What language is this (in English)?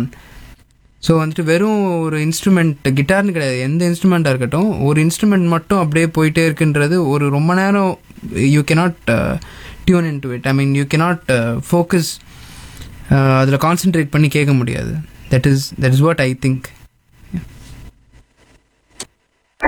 Tamil